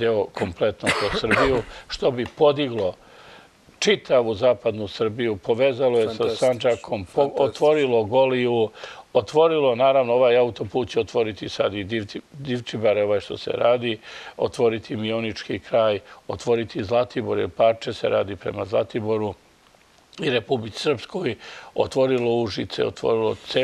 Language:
Serbian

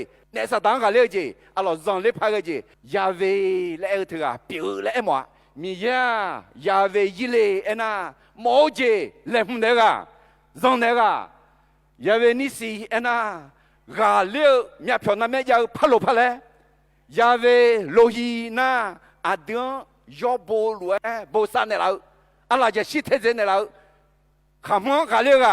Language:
Akha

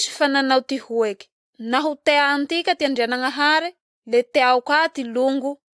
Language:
Malagasy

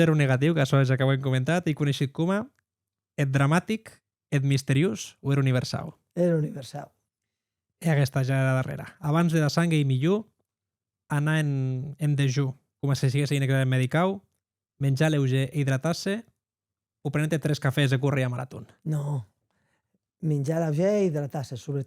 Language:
Occitan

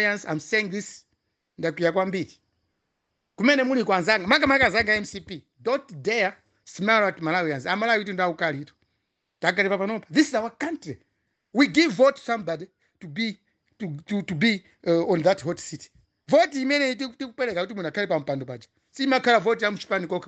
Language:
Nyanja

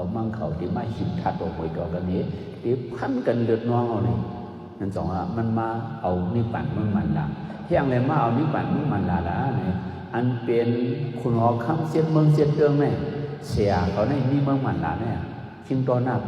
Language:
Shan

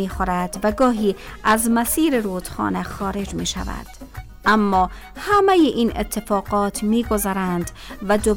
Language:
Persian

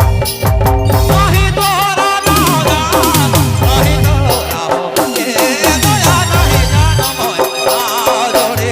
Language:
Sadri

